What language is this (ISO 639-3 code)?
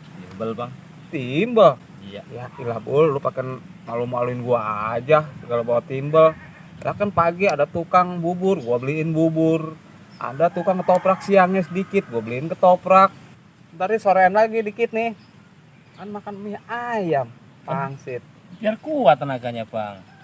bew